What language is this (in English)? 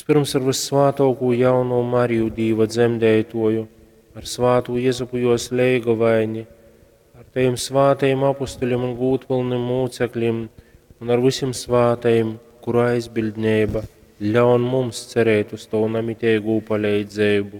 Latgalian